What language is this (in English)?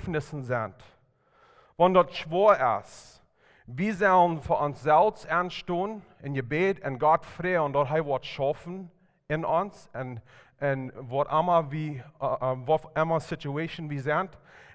Plautdietsch